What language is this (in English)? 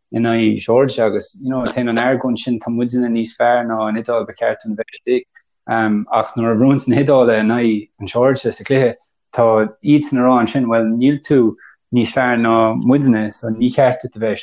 Irish